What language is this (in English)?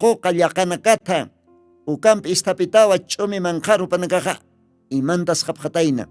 Aymara